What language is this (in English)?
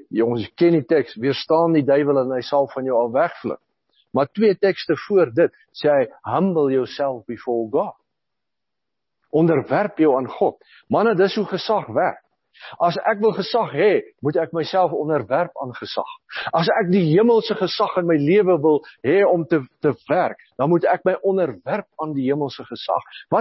Afrikaans